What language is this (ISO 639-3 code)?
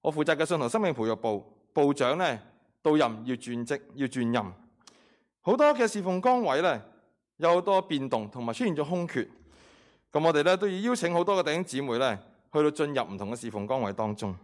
yue